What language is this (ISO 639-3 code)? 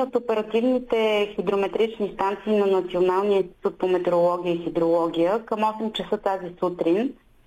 bul